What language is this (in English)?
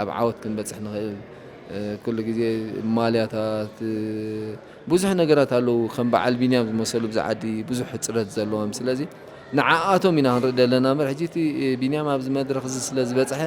Tigrinya